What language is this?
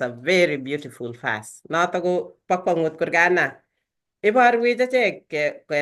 Kalenjin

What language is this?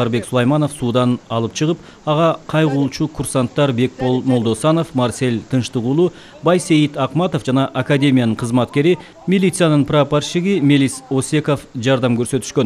Kyrgyz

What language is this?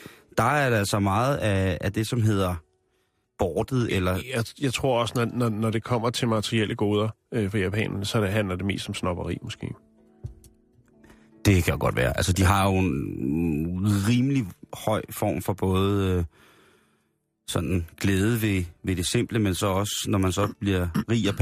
Danish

